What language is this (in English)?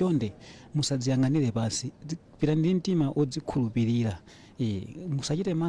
Nyanja